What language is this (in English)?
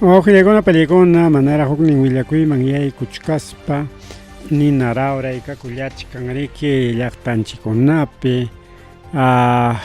Ayacucho Quechua